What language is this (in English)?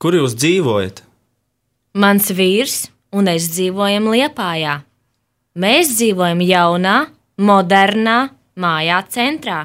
Latvian